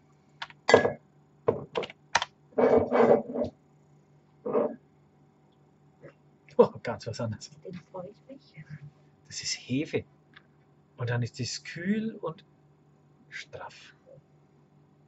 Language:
German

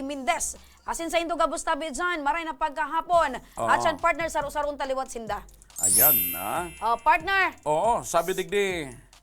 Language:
Bikol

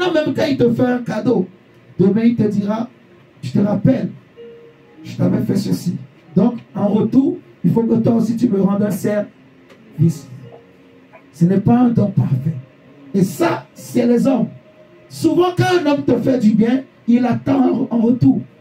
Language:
French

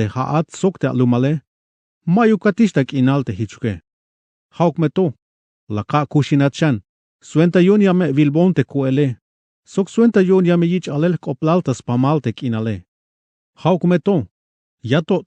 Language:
Tzeltal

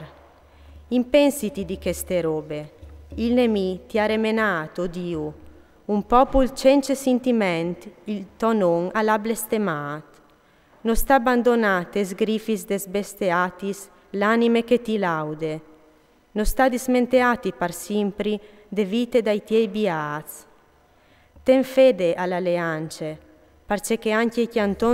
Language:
Friulian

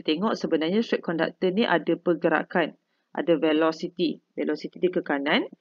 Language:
Malay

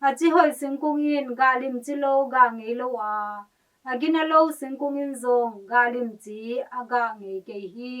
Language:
Tedim Chin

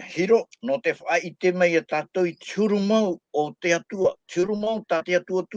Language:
Tahitian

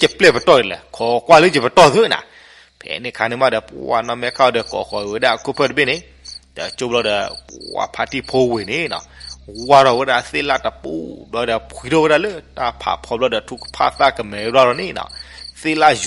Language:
S'gaw Karen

